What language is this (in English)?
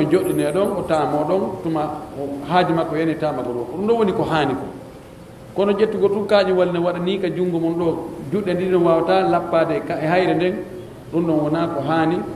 Pular